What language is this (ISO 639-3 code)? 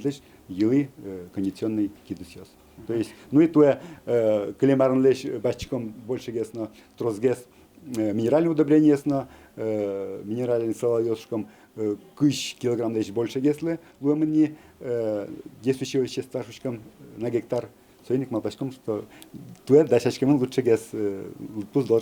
udm